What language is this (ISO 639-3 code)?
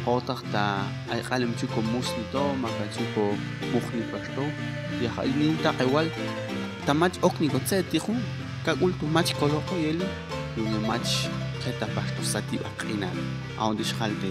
jac